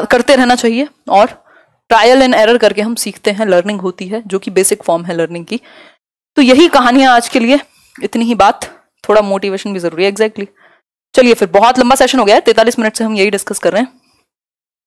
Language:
Hindi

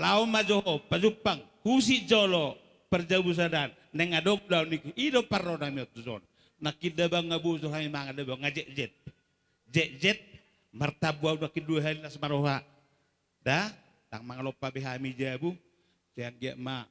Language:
Batak Toba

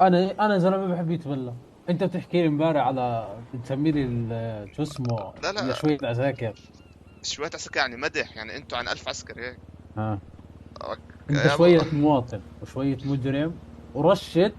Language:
North Levantine Arabic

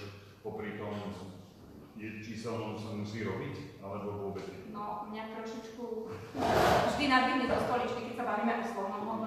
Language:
Slovak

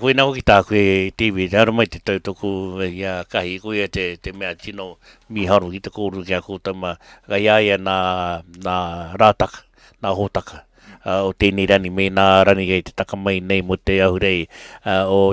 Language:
Māori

